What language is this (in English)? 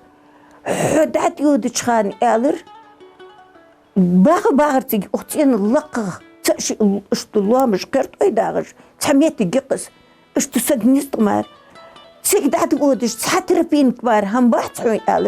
Ingush